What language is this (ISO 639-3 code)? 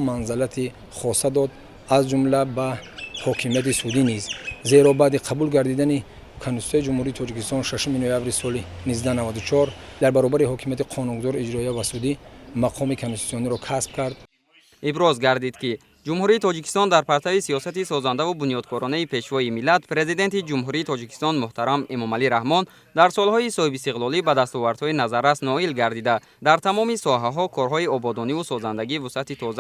tgk